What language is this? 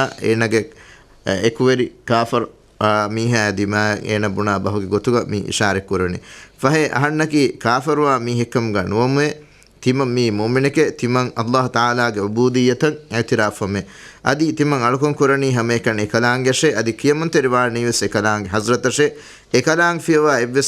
Divehi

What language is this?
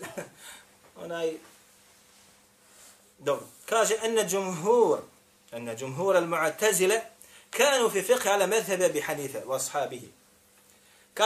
Bosnian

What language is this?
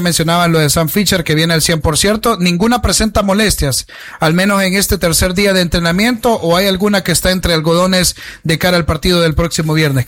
Spanish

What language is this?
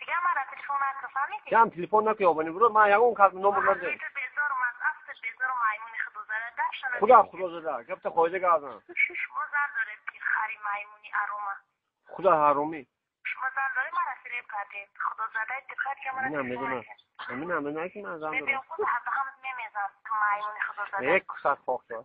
Tajik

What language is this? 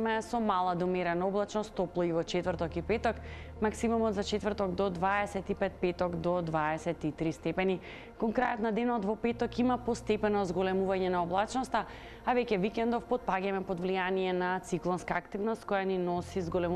Macedonian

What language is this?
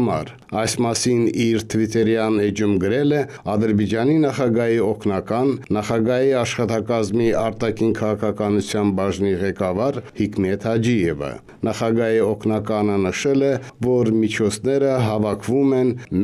Armenian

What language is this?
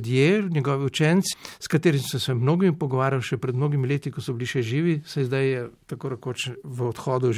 Slovenian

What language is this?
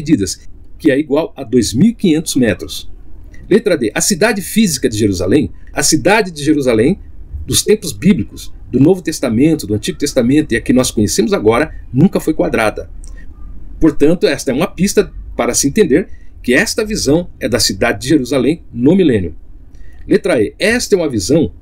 Portuguese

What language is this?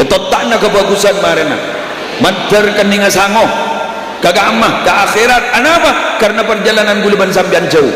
Madurese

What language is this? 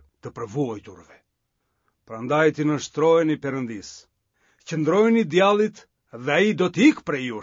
Albanian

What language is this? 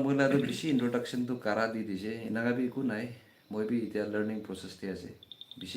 Naga Pidgin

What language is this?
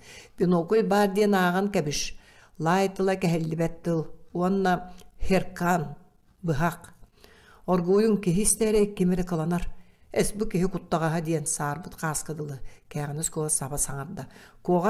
Yakut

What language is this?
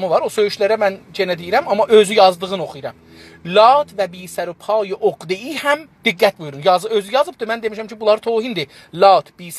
South Azerbaijani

